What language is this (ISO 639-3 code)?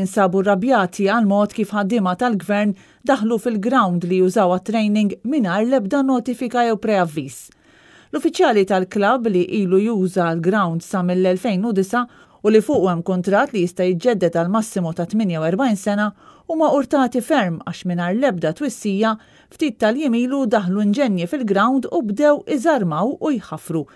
mlt